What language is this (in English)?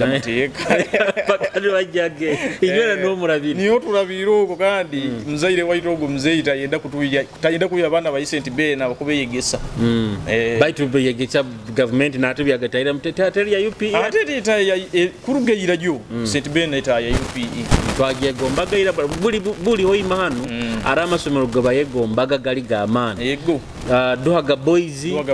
Nyoro